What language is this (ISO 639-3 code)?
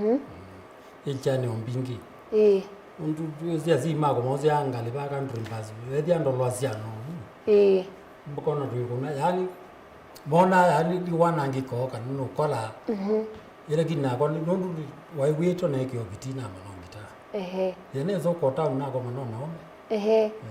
kam